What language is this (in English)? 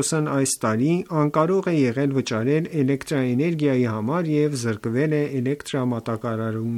Armenian